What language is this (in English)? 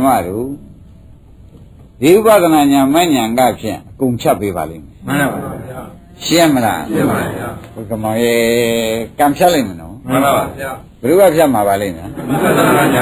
Burmese